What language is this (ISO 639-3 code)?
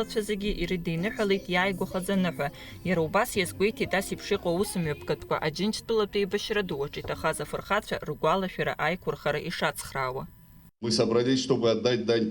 abk